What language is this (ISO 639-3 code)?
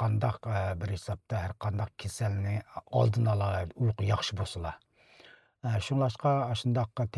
uig